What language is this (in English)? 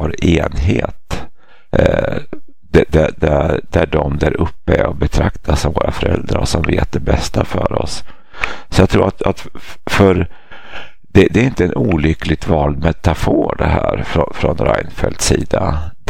Swedish